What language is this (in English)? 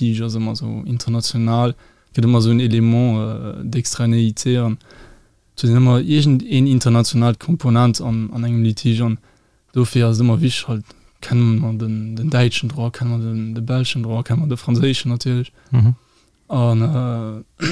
Luxembourgish